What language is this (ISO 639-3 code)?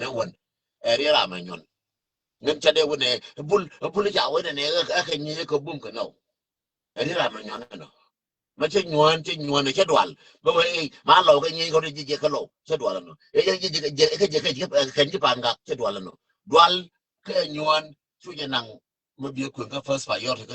nus